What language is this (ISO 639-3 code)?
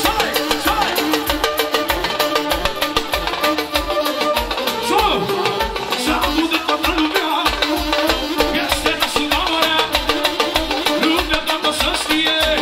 ron